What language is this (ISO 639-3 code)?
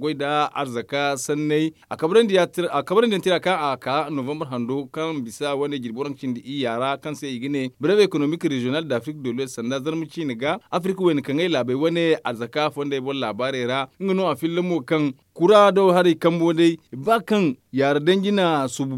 dje